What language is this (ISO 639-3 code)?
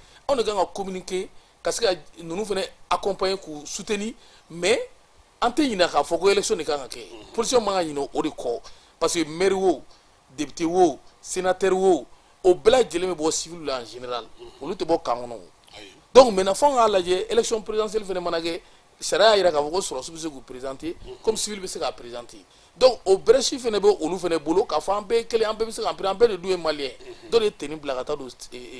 bam